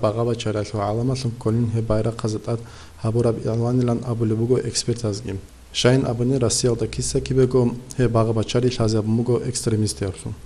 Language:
Avaric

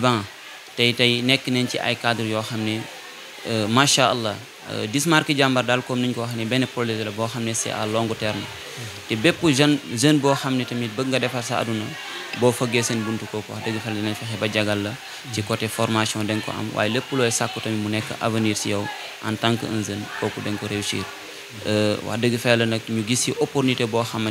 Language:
Wolof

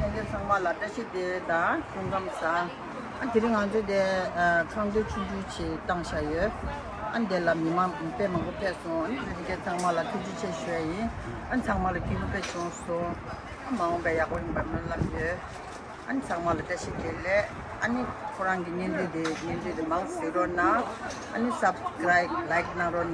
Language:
Tibetan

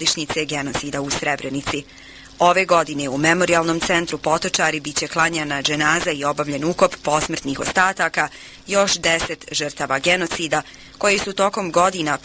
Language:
Bosnian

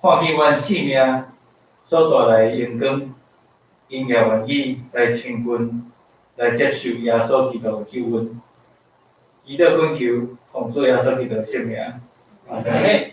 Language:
Min Nan Chinese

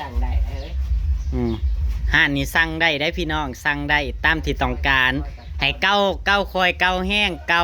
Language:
Northeastern Thai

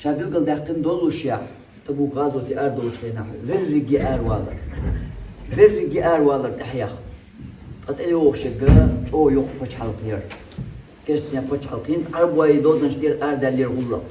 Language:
Chechen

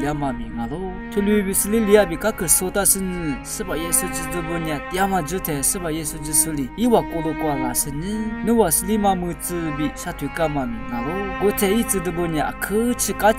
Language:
Lisu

